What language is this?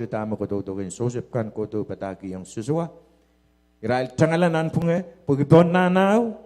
Pohnpeian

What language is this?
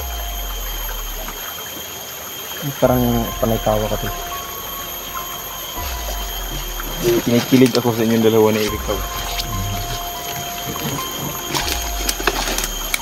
Filipino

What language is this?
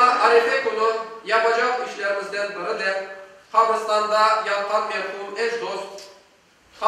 Crimean Tatar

